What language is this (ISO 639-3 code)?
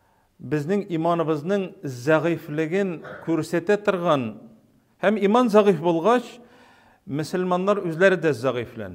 tat